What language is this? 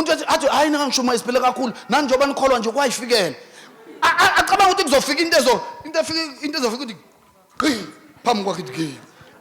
Zulu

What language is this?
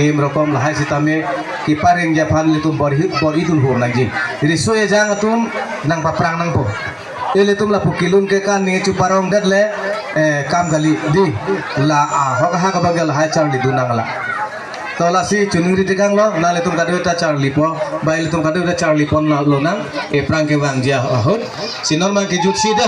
Karbi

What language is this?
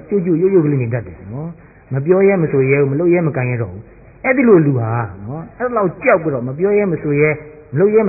Burmese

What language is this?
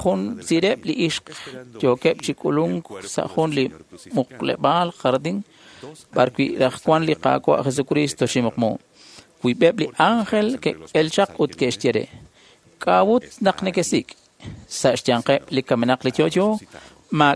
Kekchí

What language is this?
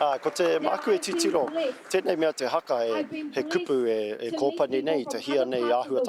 Māori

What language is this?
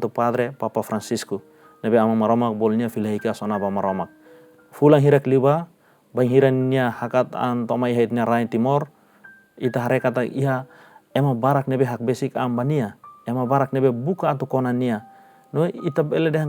Tetum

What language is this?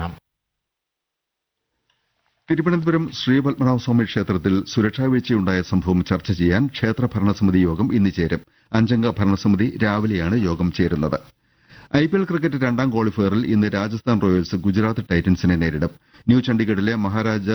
Malayalam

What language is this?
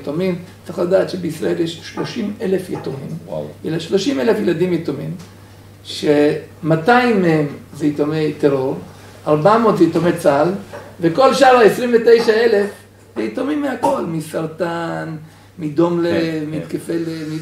Hebrew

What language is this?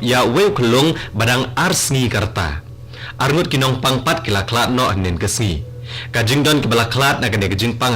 Khasi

